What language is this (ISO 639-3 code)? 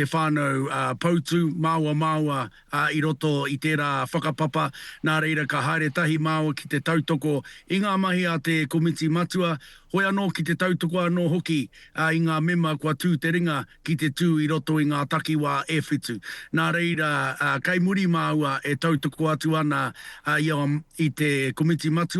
mri